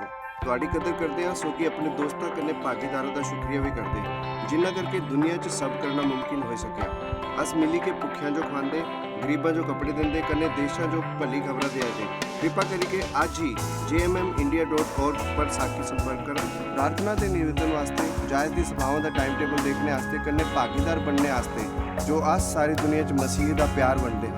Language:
Dogri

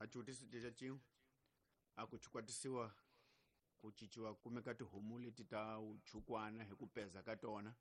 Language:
Tsonga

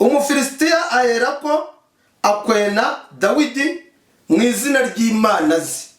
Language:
Kinyarwanda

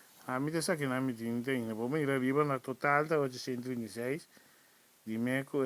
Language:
Papiamento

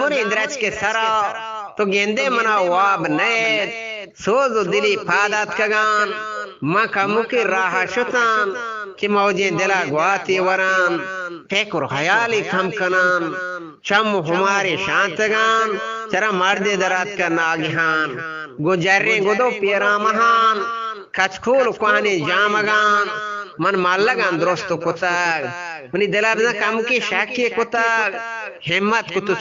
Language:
Eastern Balochi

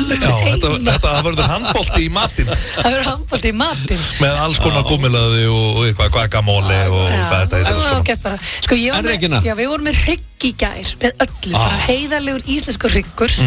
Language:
Icelandic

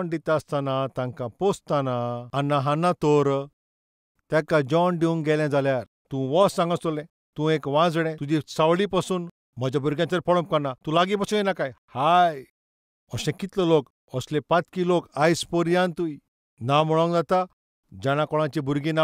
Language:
Konkani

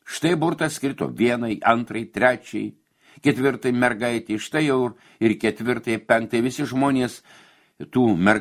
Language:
Lithuanian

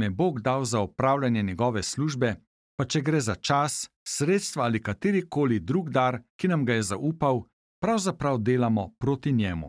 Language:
Slovenian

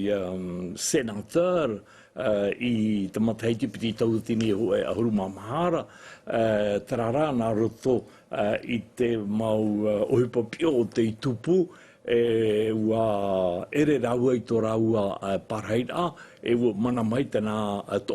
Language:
Tahitian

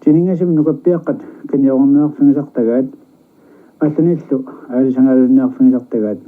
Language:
Kalaallisut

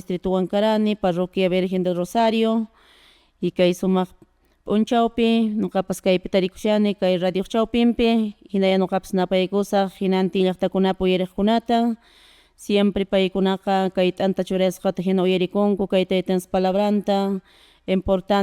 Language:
Quechua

